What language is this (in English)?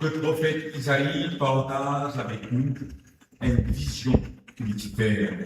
Morisyen